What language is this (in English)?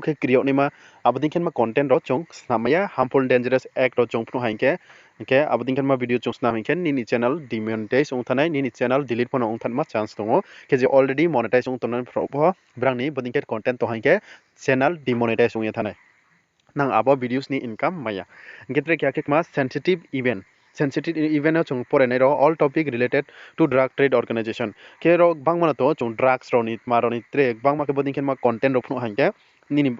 Riang (India)